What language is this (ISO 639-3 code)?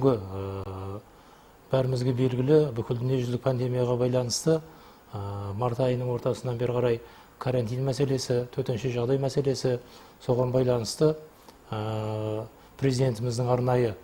kaz